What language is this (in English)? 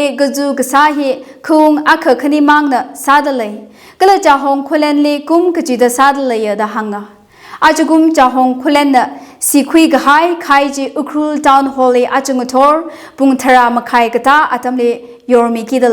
Tangkhul Naga (India)